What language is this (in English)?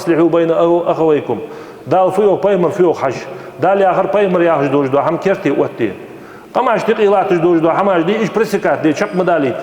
Ingush